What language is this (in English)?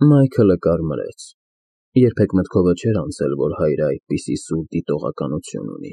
Armenian